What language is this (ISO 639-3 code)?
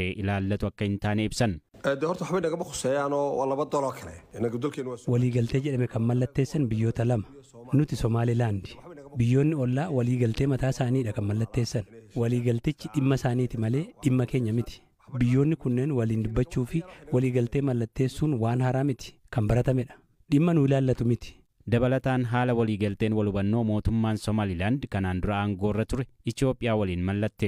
orm